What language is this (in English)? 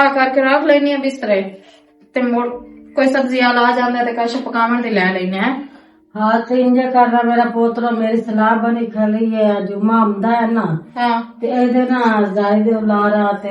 Western Panjabi